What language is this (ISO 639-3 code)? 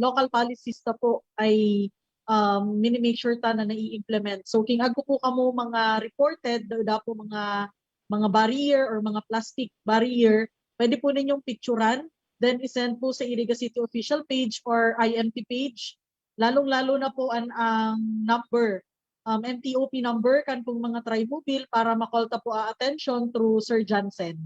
bik